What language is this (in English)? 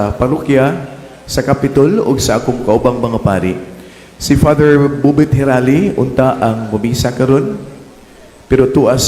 Cebuano